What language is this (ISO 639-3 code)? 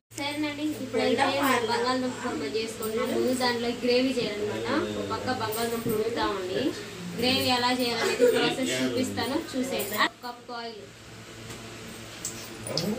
tel